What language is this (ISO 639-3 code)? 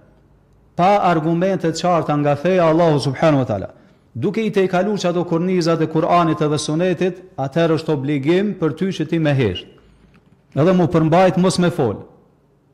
sqi